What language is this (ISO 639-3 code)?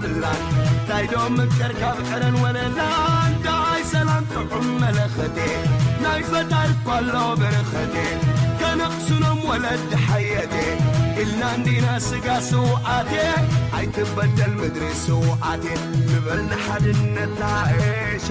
tir